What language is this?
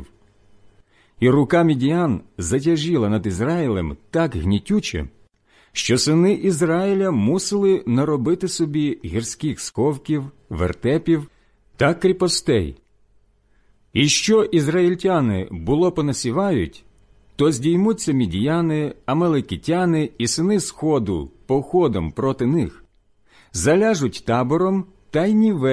Ukrainian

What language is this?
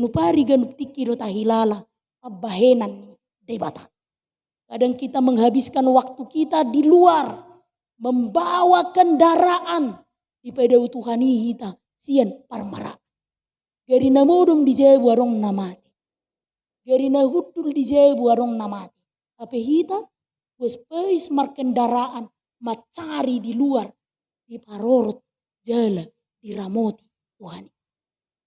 Batak Toba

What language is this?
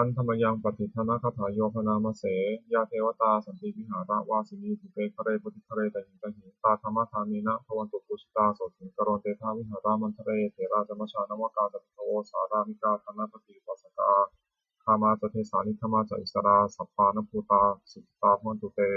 Pali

